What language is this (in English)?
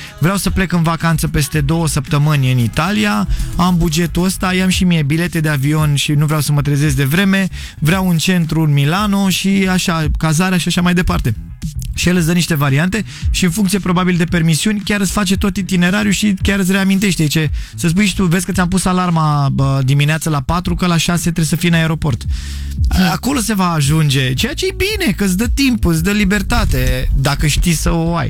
Romanian